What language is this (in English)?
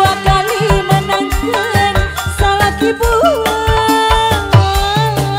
Indonesian